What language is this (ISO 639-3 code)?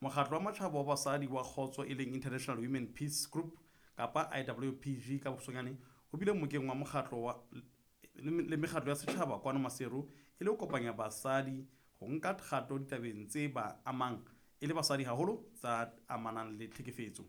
sot